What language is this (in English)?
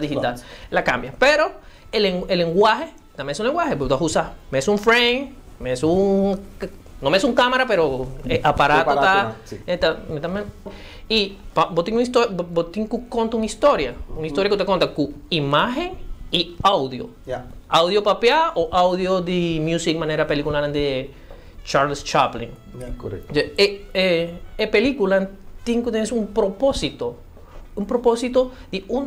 Papiamento